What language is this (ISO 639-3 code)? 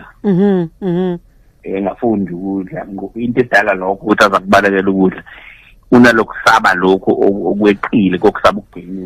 zul